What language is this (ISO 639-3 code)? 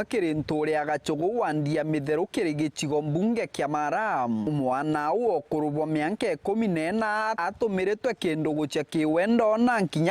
mer